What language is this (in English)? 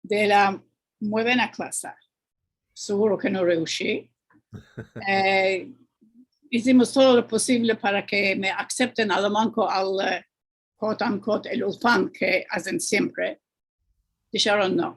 Ladino